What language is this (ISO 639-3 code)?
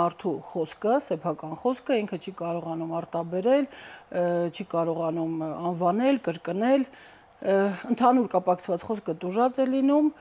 hye